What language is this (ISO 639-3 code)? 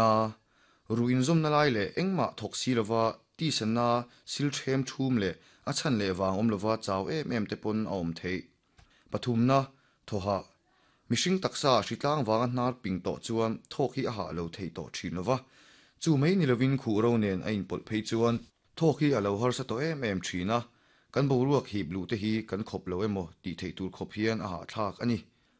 lus